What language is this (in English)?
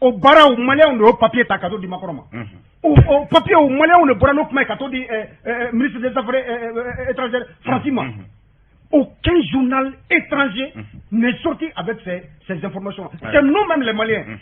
Bambara